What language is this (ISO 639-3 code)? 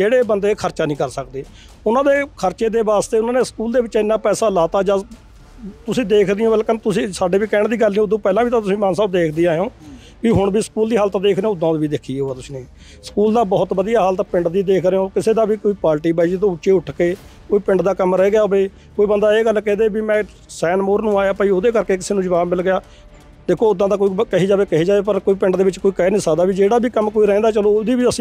pan